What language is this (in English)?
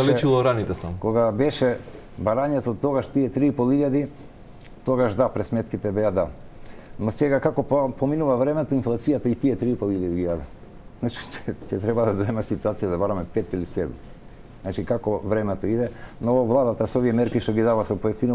Macedonian